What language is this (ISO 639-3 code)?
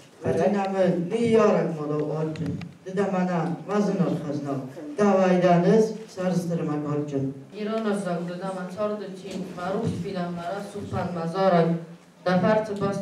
oss